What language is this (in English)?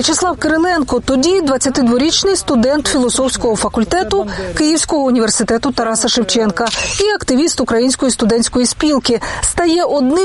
Ukrainian